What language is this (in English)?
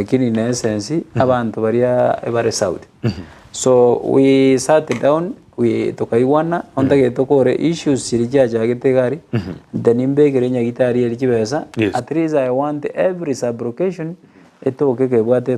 Gusii